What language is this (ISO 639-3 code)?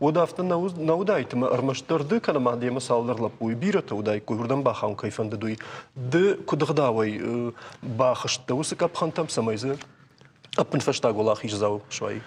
oss